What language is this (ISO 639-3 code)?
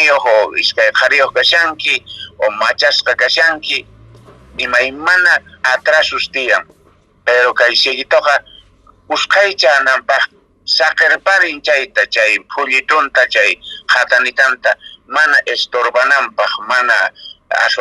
que